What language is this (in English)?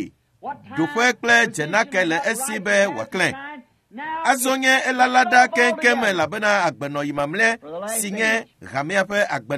Ewe